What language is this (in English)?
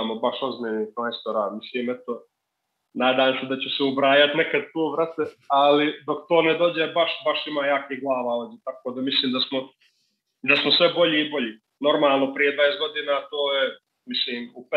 Serbian